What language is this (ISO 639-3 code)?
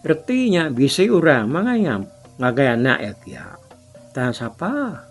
iba